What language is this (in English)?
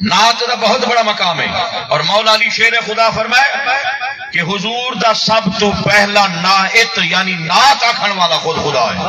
Saraiki